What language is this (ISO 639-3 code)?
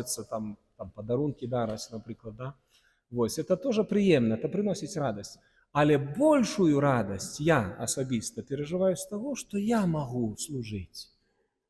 bel